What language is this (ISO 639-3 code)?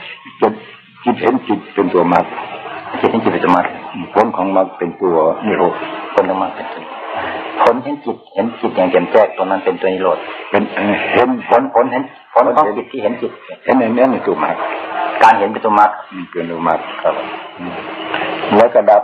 tha